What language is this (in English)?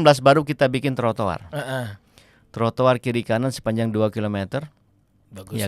Banjar